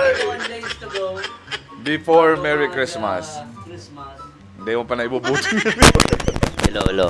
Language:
Bikol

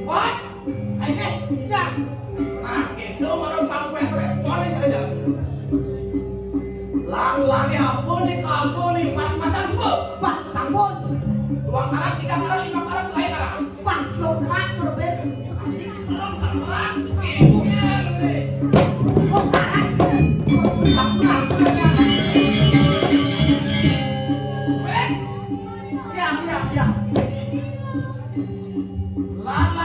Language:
Indonesian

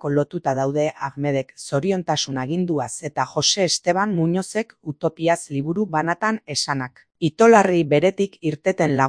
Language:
Basque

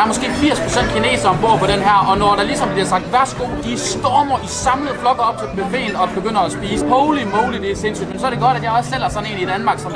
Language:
Danish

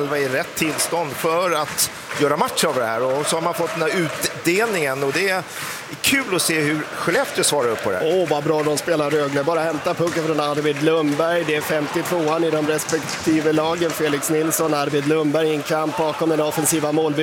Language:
Swedish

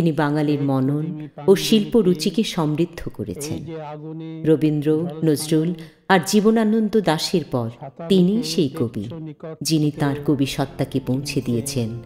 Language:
Bangla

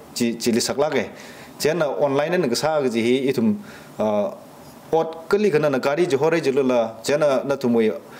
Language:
Tangkhul Naga (India)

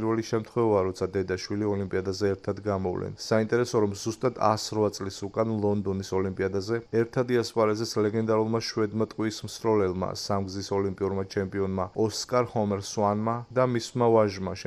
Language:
Georgian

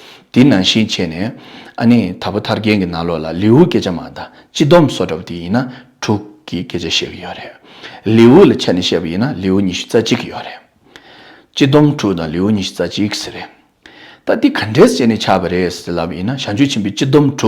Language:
Tibetan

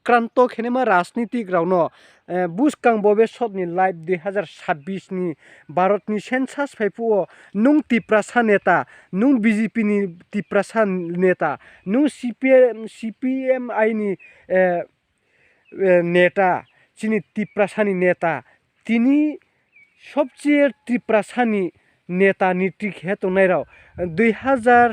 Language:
Riang (India)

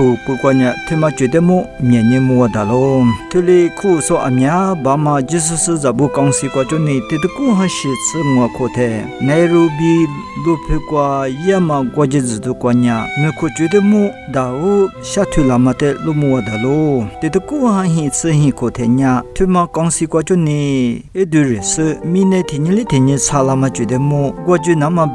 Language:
Lisu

